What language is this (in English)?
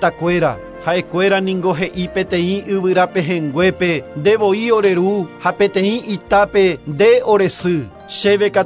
Guarani